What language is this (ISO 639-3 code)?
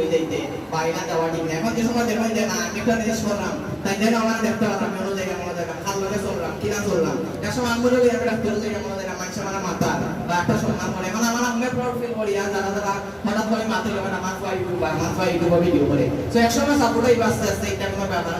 syl